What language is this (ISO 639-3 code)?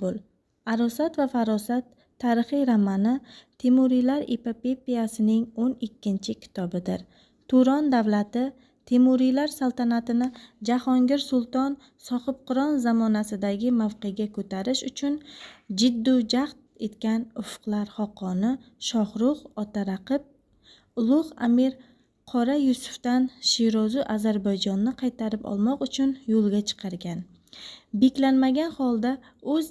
uzb